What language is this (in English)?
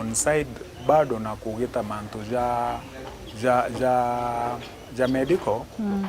Meru